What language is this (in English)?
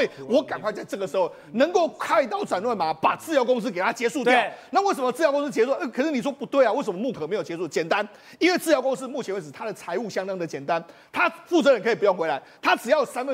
Chinese